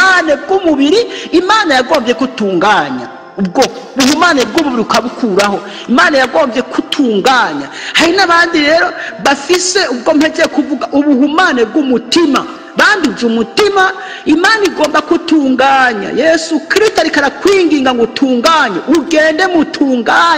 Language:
Rundi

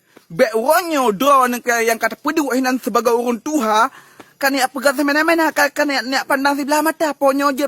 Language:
Achinese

